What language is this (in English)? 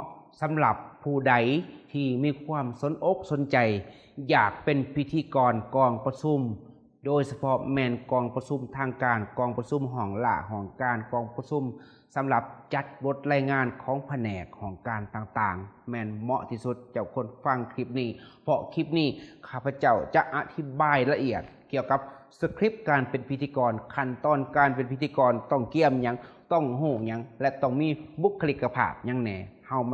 Lao